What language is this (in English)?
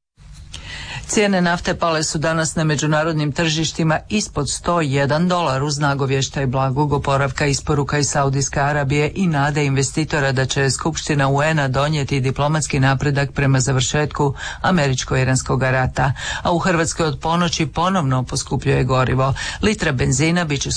Croatian